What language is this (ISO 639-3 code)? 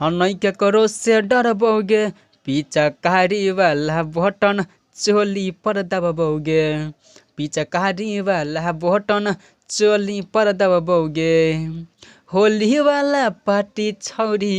mai